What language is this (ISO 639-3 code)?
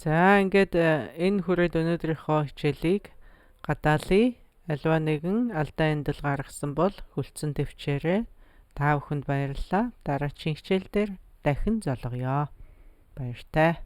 mon